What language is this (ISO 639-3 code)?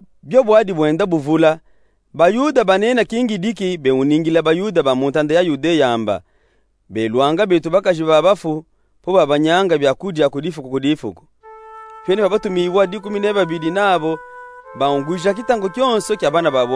lub